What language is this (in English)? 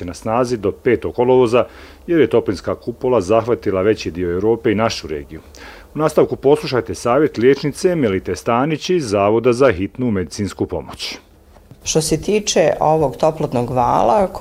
Bosnian